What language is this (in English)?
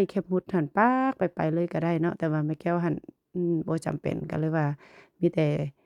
Lao